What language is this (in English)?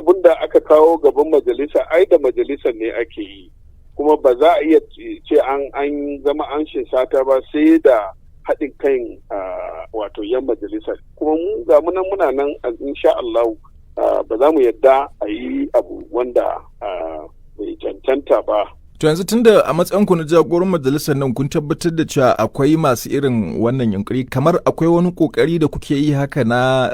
Hausa